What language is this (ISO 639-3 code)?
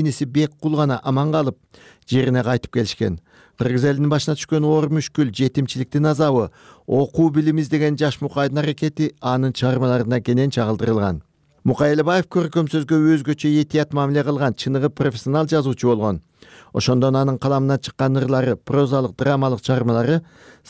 kir